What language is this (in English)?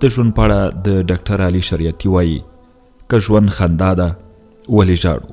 Pashto